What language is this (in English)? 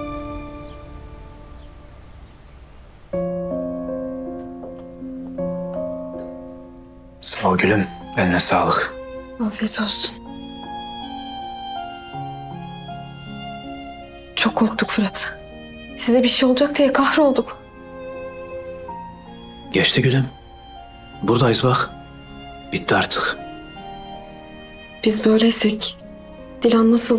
Turkish